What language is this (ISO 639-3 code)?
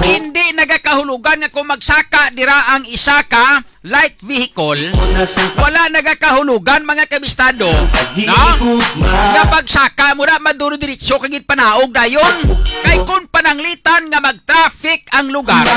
hil